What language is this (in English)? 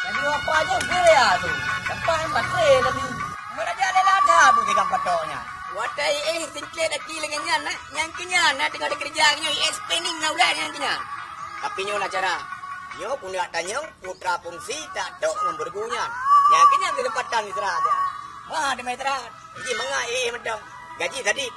Achinese